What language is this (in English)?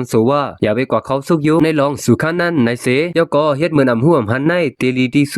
Shan